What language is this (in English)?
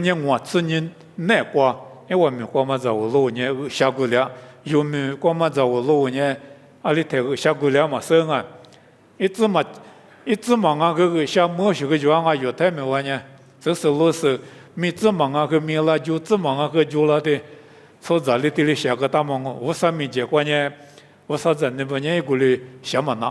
Lisu